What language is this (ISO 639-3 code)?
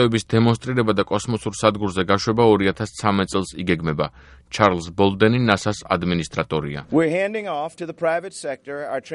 kat